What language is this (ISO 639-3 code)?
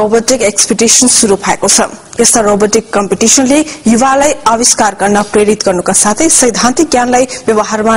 nep